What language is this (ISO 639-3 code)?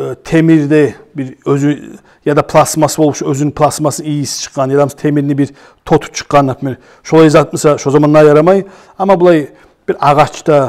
kum